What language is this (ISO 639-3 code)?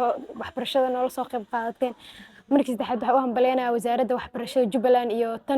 som